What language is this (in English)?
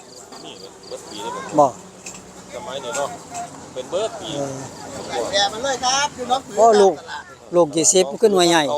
Northeastern Thai